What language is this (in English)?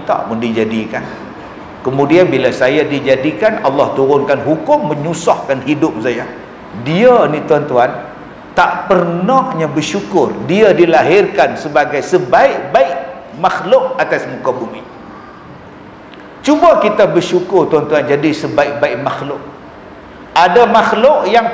Malay